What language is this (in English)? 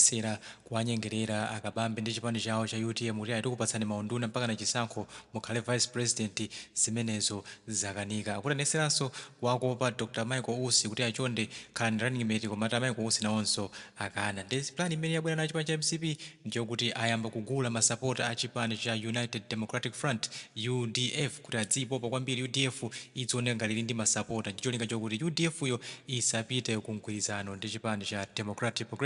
Nyanja